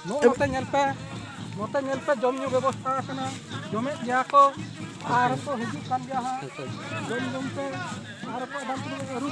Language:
Santali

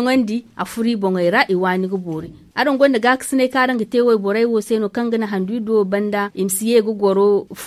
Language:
Zarma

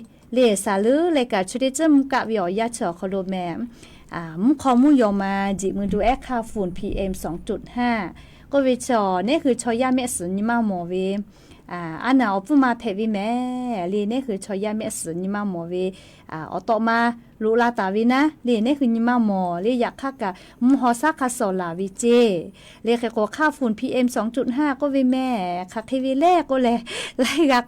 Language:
Lahu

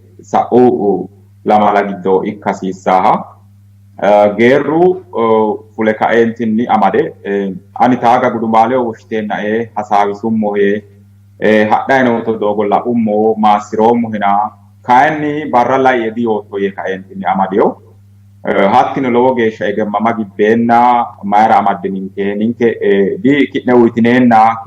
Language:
Sidamo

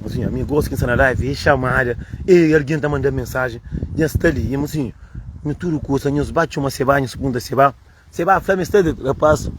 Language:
Kabuverdianu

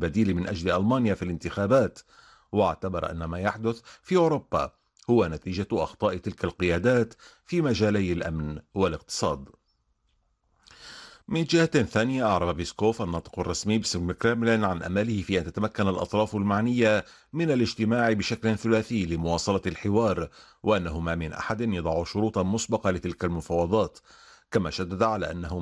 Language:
Arabic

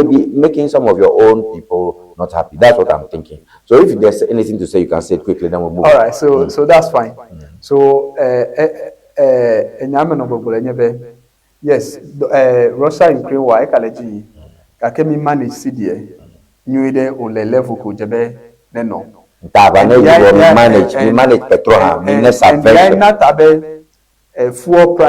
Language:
Ewe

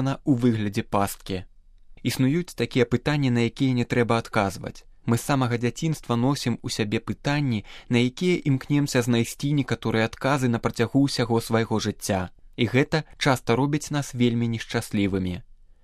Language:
Belarusian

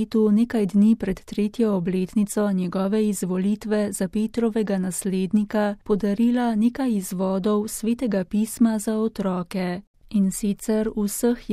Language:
Slovenian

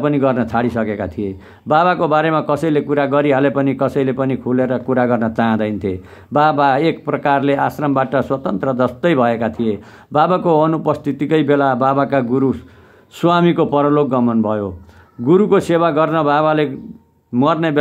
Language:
Nepali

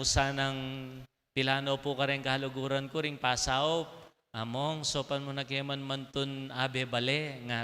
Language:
Pampanga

